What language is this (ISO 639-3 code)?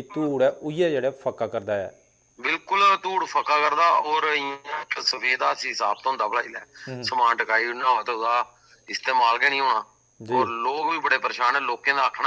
doi